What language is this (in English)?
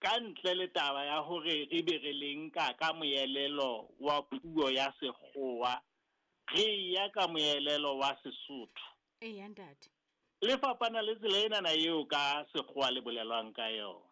Southern Sotho